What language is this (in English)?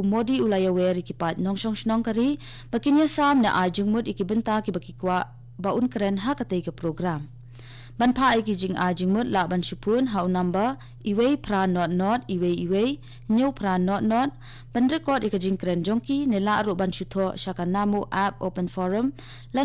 Khasi